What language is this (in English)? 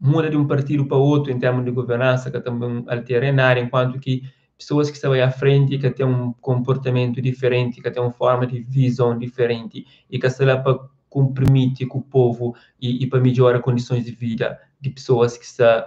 Kabuverdianu